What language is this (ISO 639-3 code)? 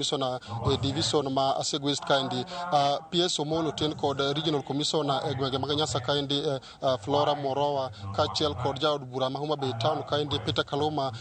luo